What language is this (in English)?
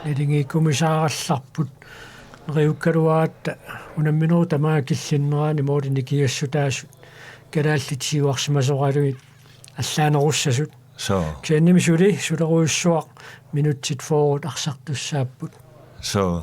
Kalaallisut